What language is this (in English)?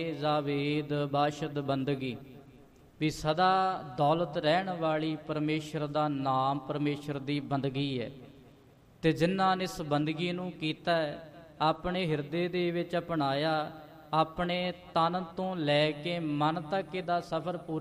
Punjabi